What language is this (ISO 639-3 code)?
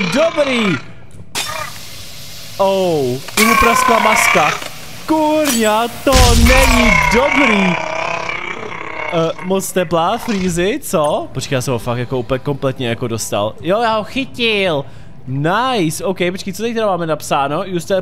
ces